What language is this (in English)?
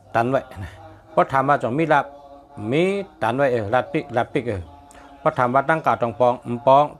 Shan